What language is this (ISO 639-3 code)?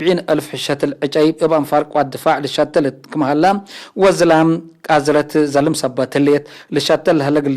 tig